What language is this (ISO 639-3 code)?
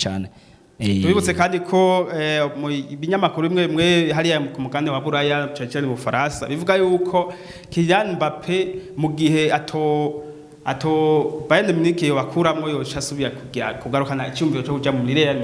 run